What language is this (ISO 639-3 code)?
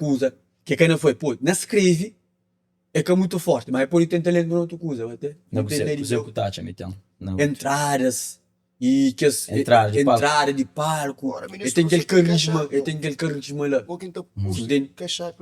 kea